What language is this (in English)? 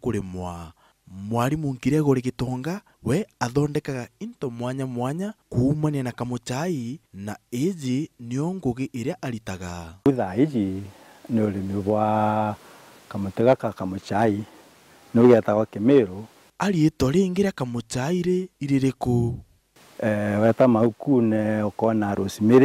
Meru